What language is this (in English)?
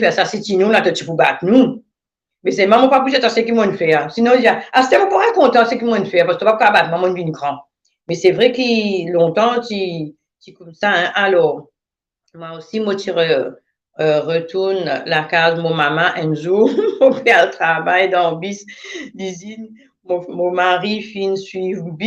Morisyen